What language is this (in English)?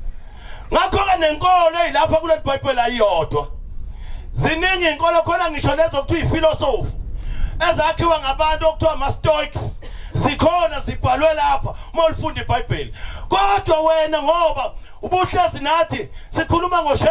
Zulu